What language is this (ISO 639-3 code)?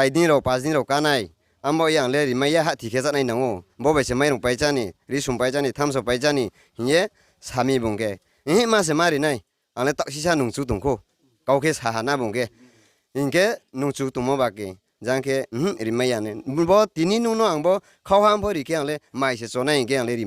ria